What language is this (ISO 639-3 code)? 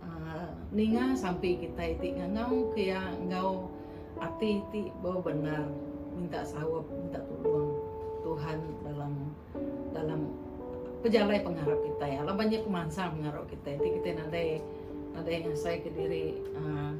iba